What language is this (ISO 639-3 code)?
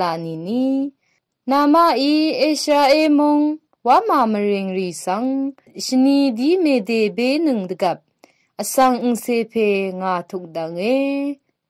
raw